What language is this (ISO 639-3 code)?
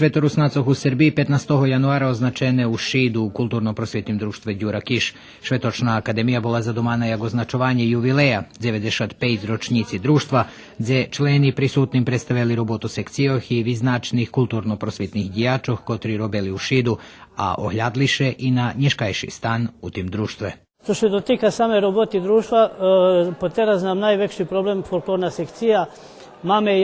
rue